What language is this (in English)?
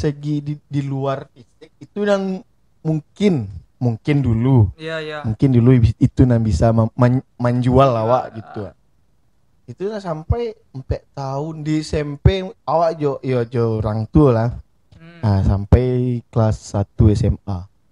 Minangkabau